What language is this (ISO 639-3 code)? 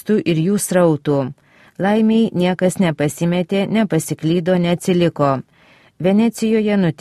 lit